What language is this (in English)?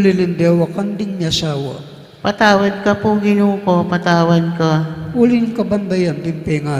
Pampanga